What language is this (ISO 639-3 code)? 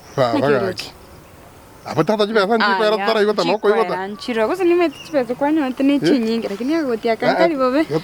guz